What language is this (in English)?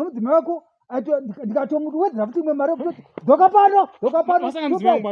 Shona